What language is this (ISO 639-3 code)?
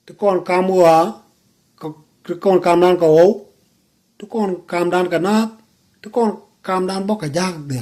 nus